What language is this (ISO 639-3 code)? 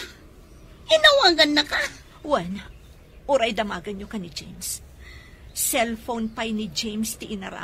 ilo